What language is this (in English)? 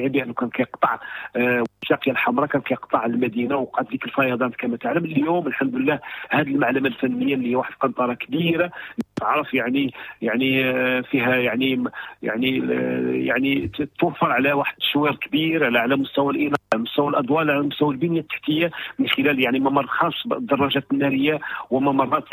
Moroccan Arabic